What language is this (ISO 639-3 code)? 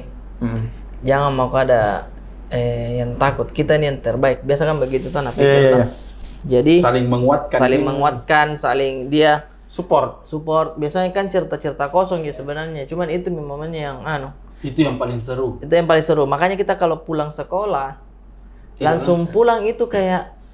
mfp